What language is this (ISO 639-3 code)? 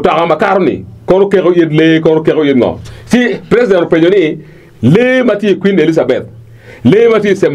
ach